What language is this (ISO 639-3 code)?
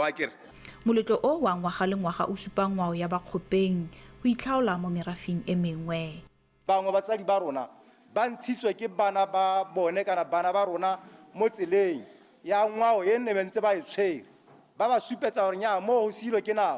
tsn